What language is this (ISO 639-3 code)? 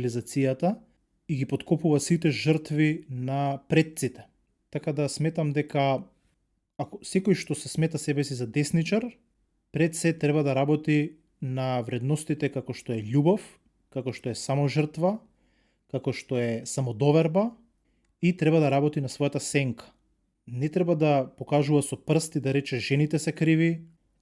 mkd